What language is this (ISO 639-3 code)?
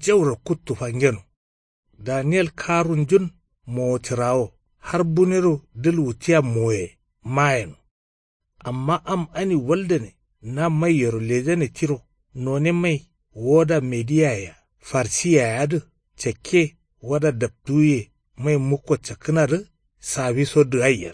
kau